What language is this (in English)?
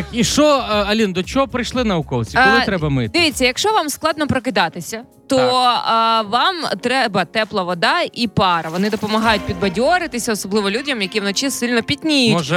Ukrainian